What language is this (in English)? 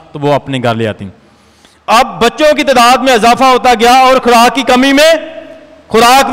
Urdu